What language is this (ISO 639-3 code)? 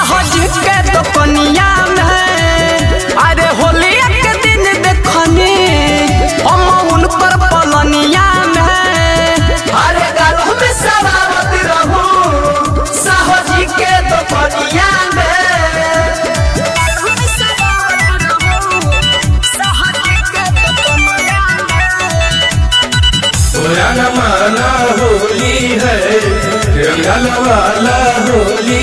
bho